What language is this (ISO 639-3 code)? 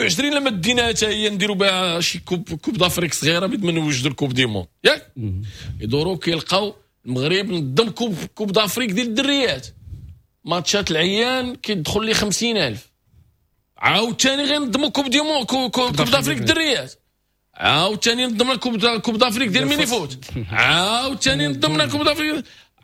ary